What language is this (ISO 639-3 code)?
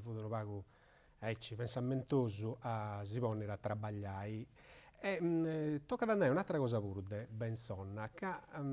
srd